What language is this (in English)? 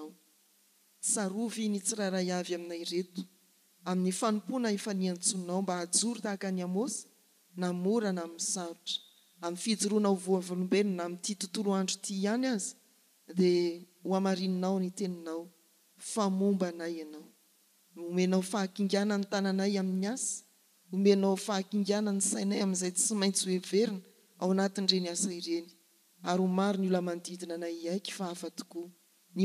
Malagasy